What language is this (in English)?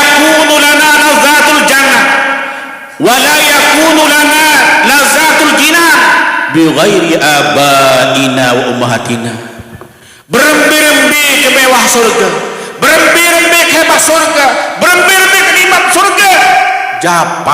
Sasak